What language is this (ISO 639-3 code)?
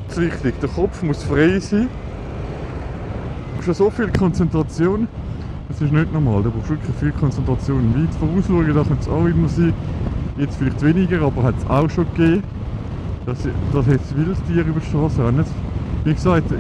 gsw